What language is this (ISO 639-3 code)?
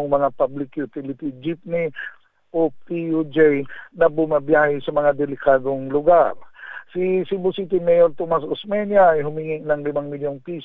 fil